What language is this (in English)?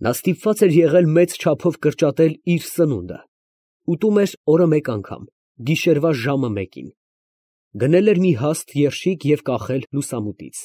Armenian